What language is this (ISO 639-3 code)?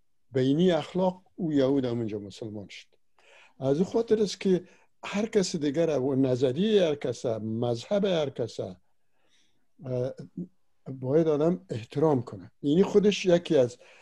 fas